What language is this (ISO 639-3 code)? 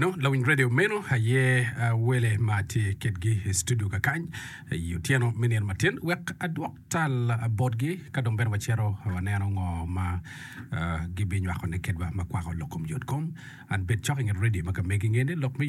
ach